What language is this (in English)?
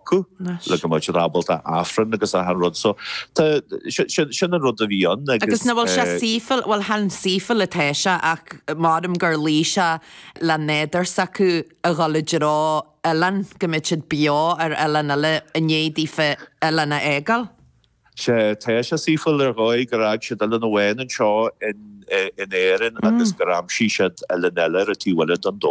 Irish